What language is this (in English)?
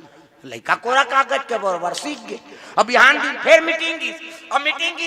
Chhattisgarhi